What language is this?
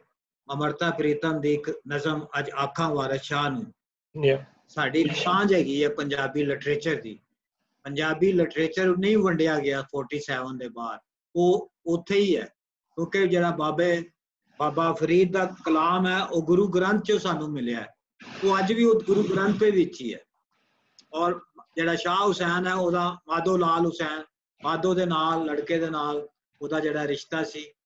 Punjabi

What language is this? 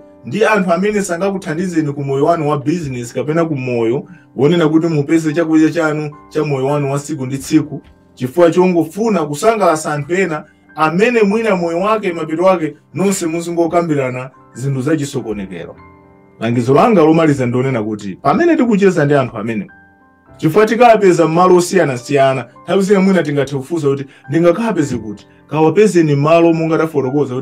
Nyanja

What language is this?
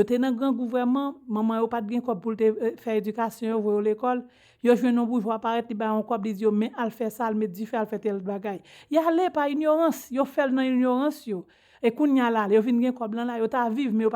Haitian Creole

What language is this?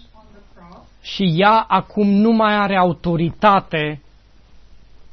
Romanian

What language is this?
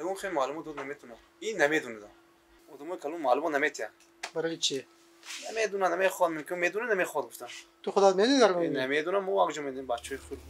Tajik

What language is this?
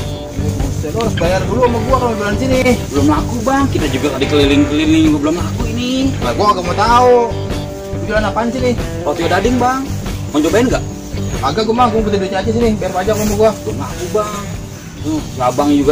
Betawi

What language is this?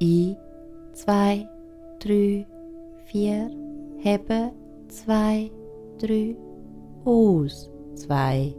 Swiss German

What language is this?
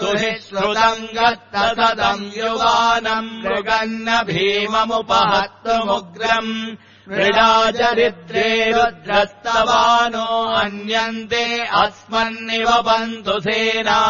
Sanskrit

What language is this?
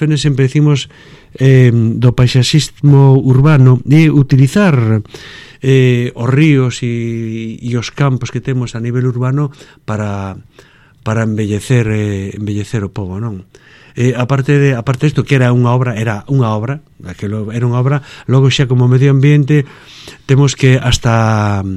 Galician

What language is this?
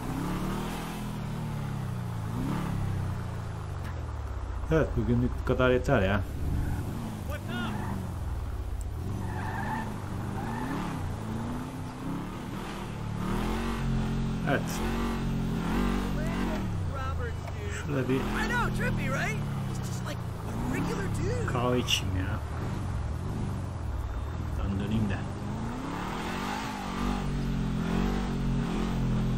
Turkish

